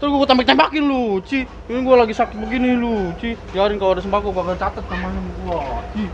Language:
Betawi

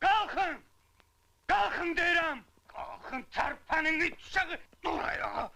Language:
Azerbaijani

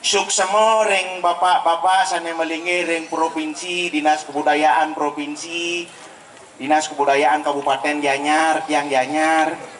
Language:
Balinese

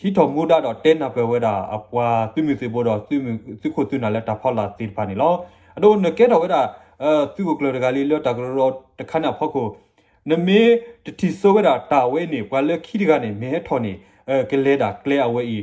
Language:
S'gaw Karen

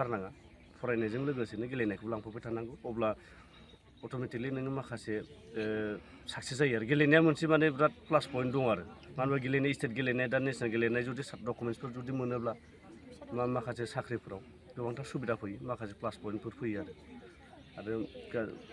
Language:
Bodo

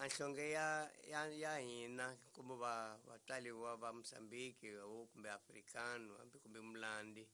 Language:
Tsonga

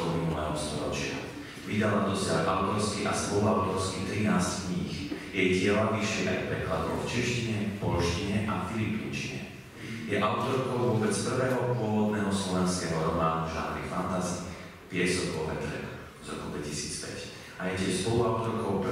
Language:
Slovak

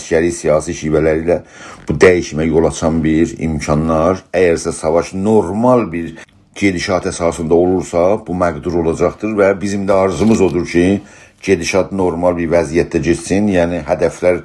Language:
South Azerbaijani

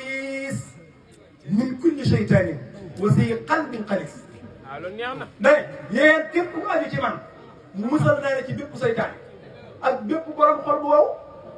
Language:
Wolof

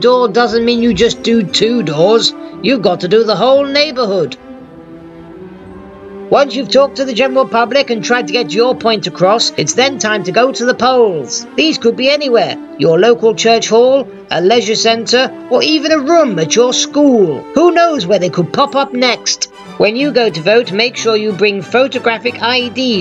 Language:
English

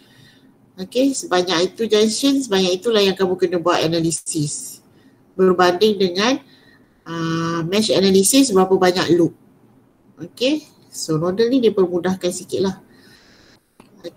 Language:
Malay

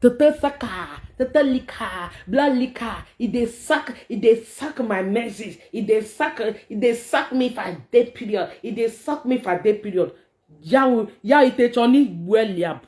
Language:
Nigerian Pidgin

